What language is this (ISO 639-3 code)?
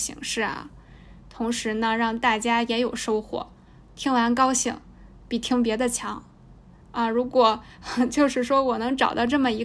zho